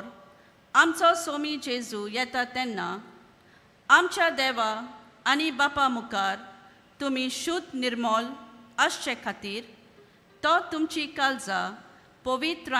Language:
Konkani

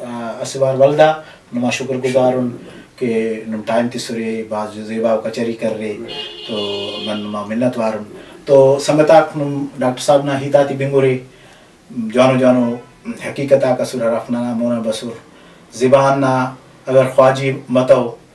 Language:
Brahui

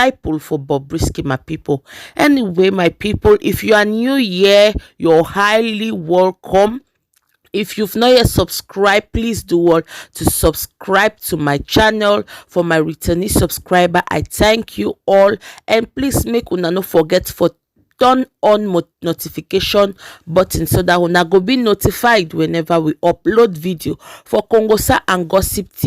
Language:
Nigerian Pidgin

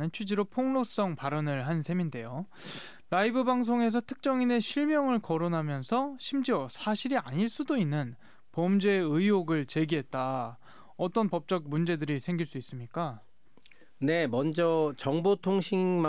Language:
Korean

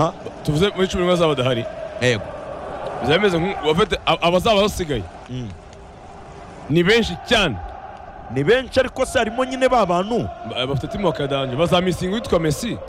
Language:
Kinyarwanda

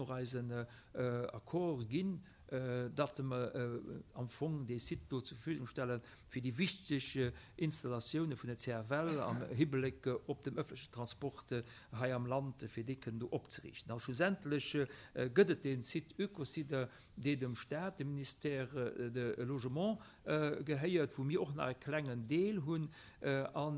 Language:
Luxembourgish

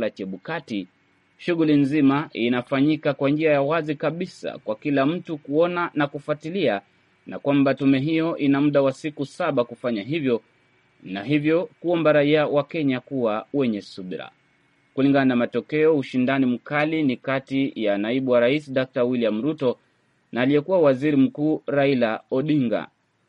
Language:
Swahili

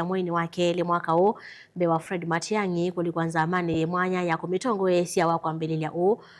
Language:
Kamba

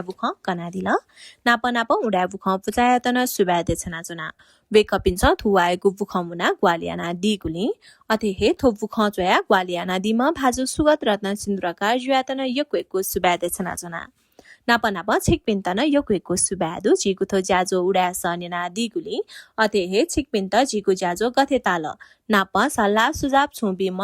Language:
Newari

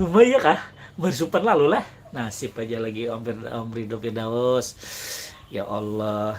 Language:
Banjar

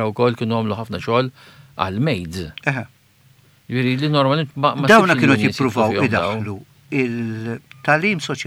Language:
Maltese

